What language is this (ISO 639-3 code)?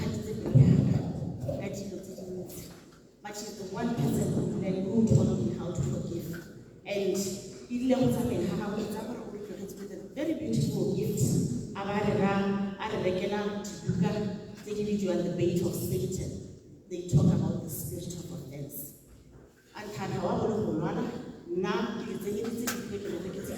tsn